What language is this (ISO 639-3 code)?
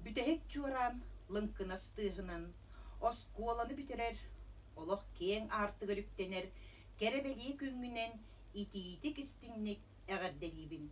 sah